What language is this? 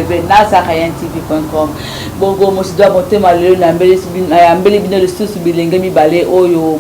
Lingala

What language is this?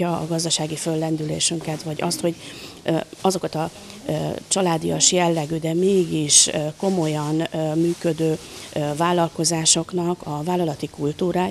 Hungarian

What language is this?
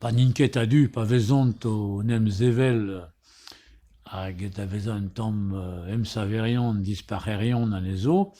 Breton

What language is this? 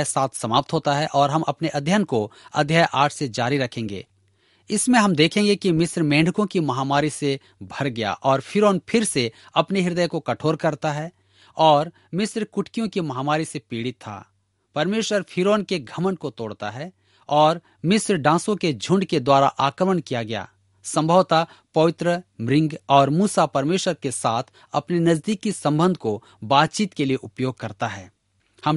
Hindi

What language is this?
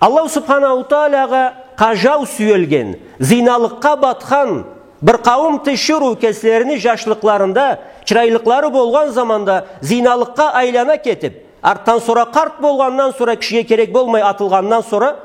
Karachay-Balkar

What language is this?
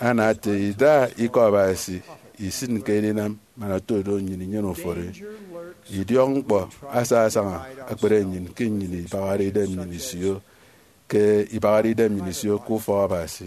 Efik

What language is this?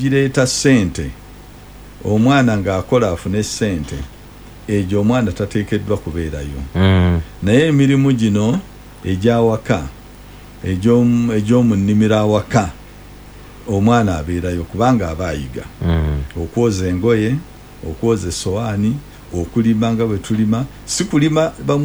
Ganda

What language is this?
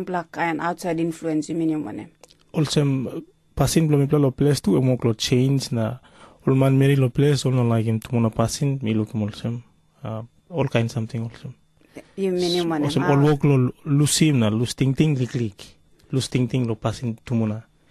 Tok Pisin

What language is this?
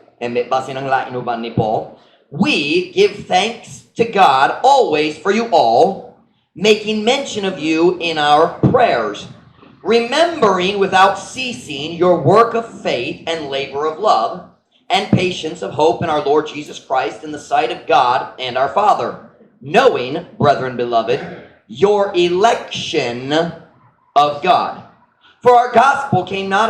Cebuano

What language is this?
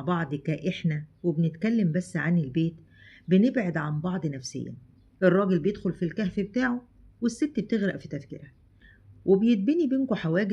Egyptian Arabic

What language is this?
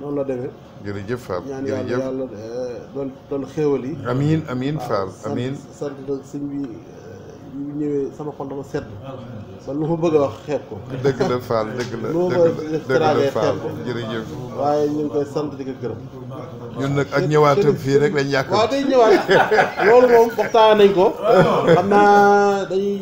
Wolof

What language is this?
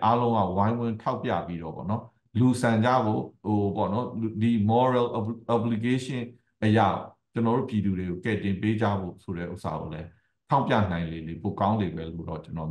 Burmese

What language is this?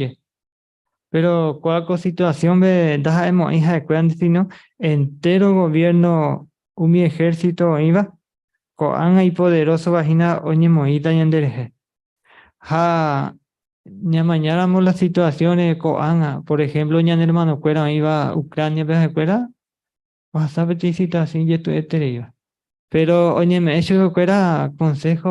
Guarani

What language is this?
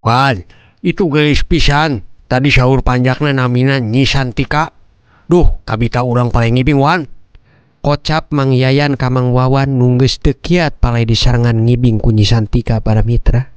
Sundanese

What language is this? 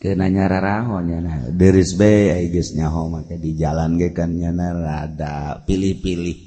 Sundanese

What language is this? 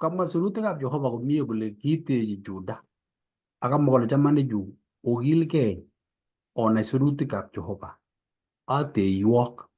Kalenjin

